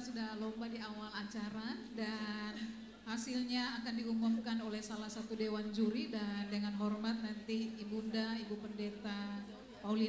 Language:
Indonesian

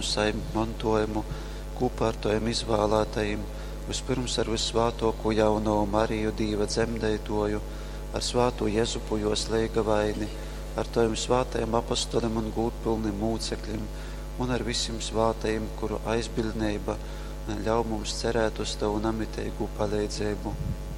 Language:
Latgalian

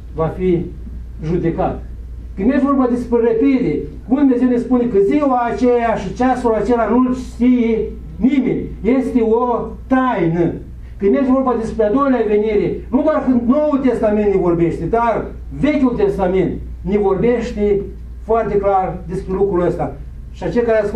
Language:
Romanian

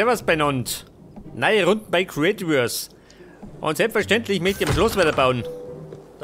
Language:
Bavarian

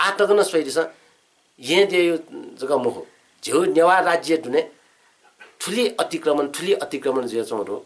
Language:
Newari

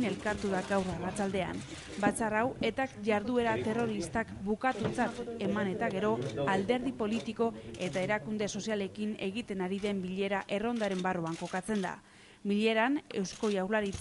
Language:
Basque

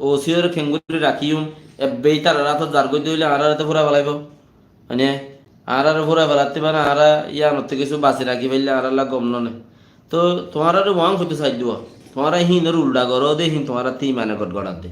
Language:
Rohingya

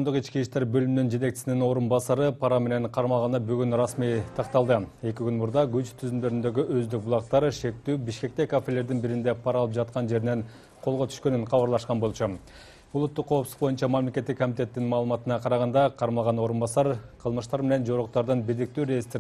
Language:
Kyrgyz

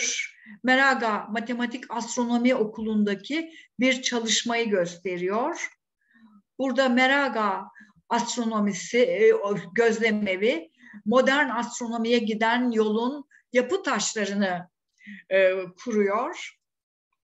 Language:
Turkish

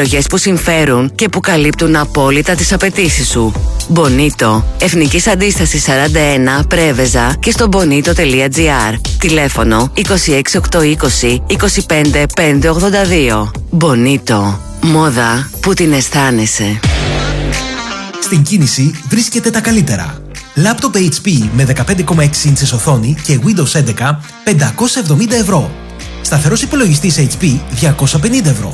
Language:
Greek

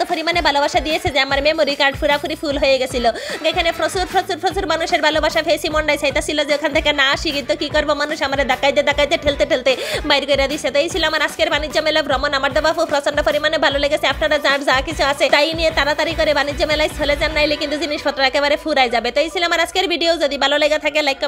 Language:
Bangla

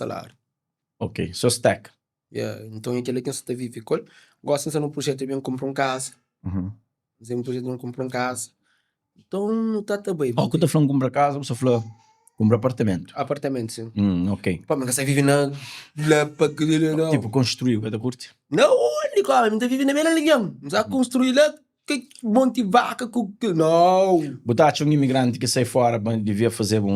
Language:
Kabuverdianu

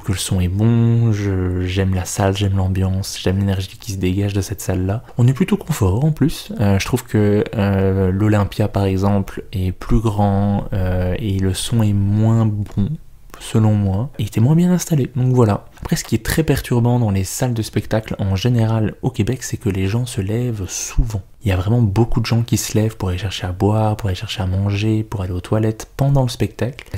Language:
French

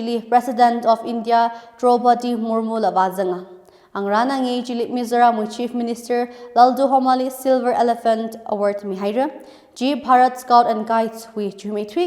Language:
Tangkhul Naga (India)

